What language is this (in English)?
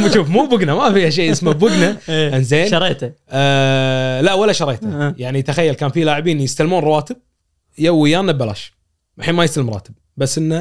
Gulf Arabic